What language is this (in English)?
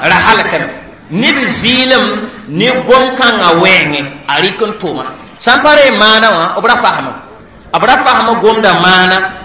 Mossi